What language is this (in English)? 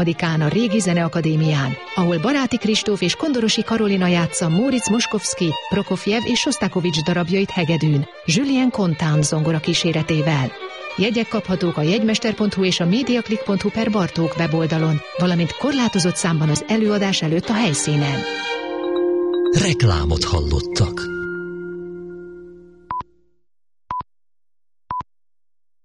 Hungarian